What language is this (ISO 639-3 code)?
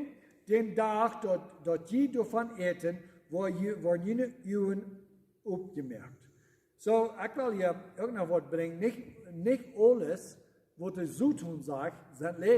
pdt